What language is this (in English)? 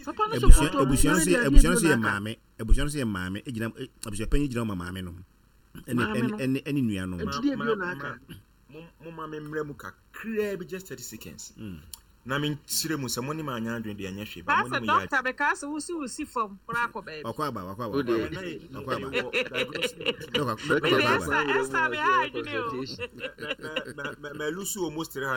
Akan